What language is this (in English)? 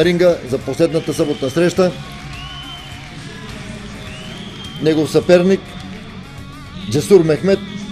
Bulgarian